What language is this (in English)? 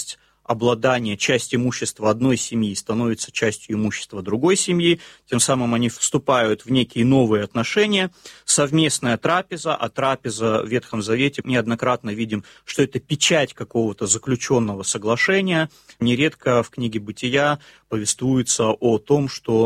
Russian